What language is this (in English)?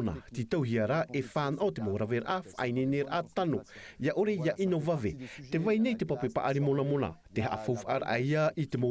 Tahitian